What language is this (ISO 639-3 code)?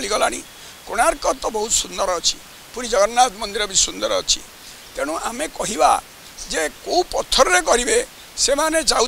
ori